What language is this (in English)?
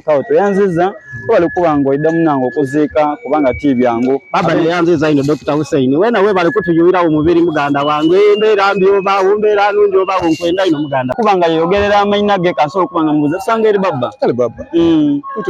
Soga